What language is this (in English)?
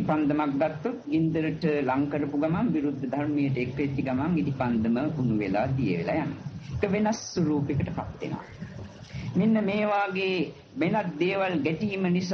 Sinhala